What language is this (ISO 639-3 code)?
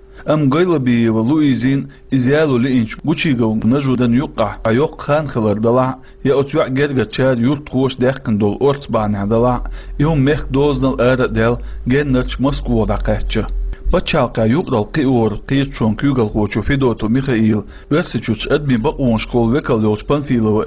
che